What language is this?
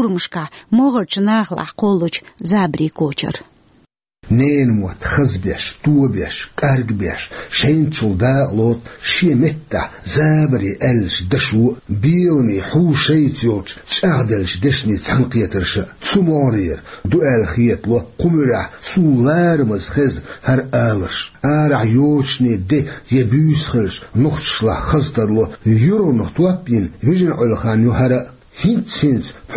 Chechen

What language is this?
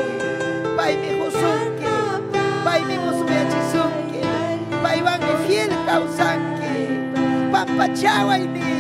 Ayacucho Quechua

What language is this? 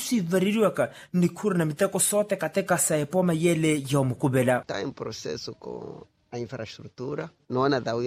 Makhuwa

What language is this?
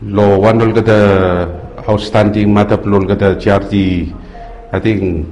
Bislama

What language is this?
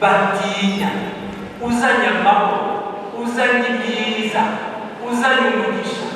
Kinyarwanda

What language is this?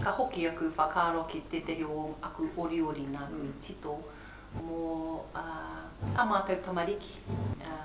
Māori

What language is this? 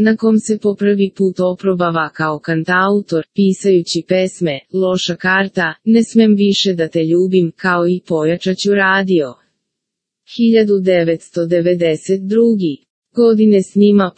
Serbian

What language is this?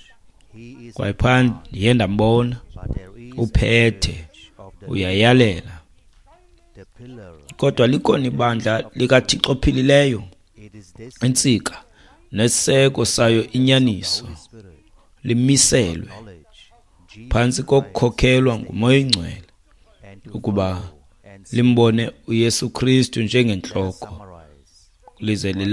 Xhosa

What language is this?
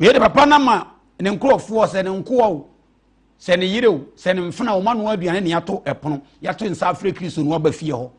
Akan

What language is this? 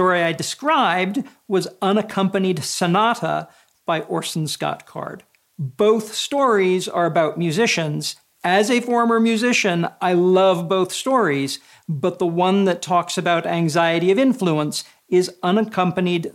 English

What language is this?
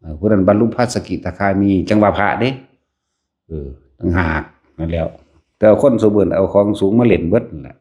Northeastern Thai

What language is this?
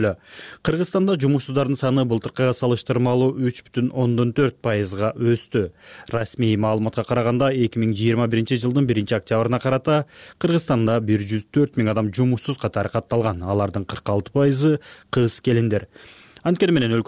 Kyrgyz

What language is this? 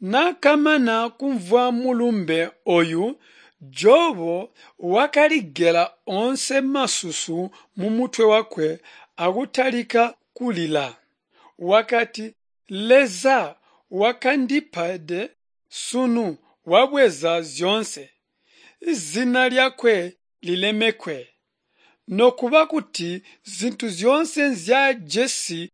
Tonga (Zambia)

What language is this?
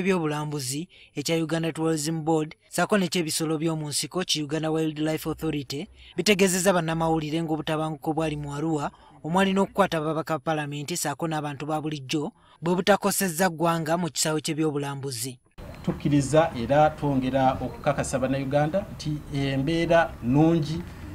Ganda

